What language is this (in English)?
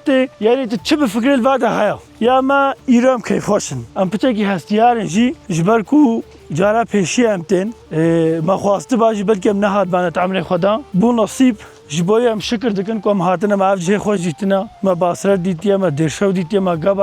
Kurdish